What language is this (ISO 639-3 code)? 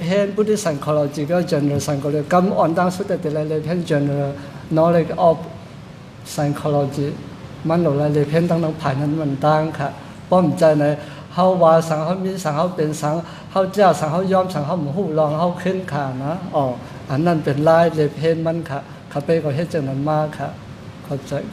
shn